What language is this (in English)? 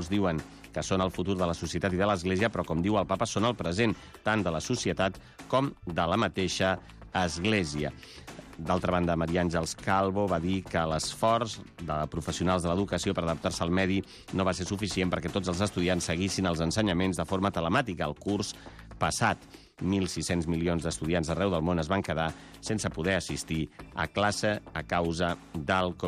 Catalan